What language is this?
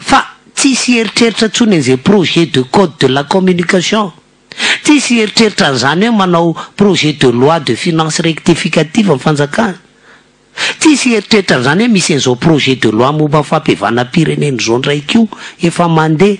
Malagasy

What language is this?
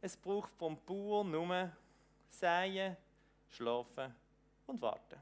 Swiss German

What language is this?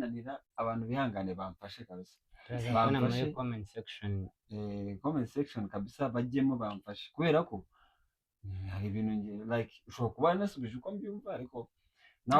Kinyarwanda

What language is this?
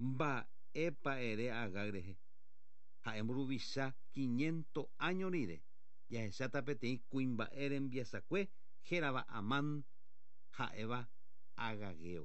Guarani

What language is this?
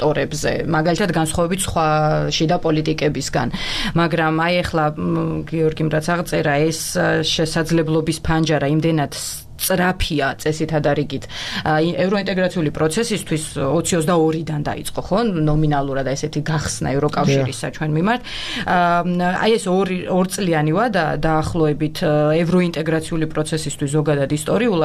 Georgian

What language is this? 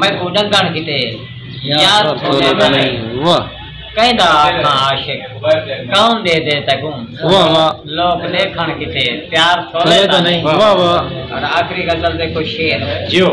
Saraiki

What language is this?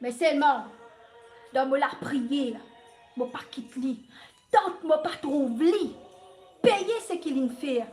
Morisyen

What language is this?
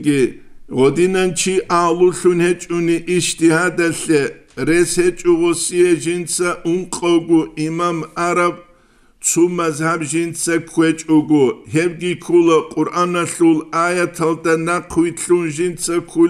Avaric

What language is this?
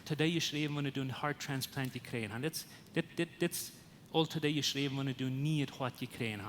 Plautdietsch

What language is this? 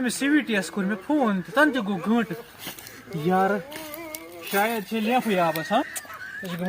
Kashmiri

